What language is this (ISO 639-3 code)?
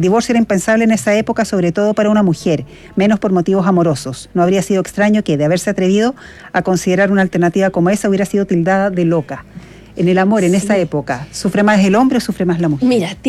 spa